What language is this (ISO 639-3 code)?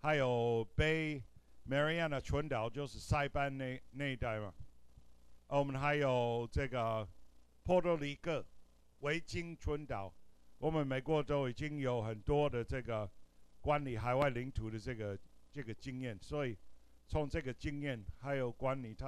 zho